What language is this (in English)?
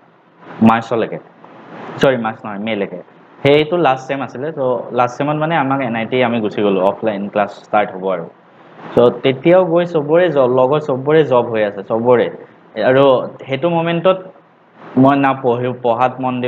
Assamese